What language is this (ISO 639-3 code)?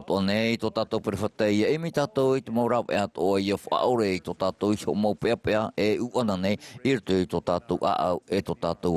tah